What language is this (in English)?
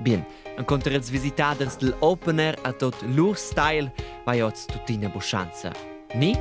Romansh